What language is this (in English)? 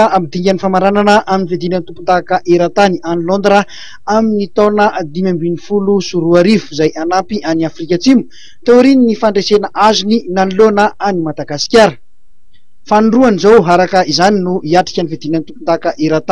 Malagasy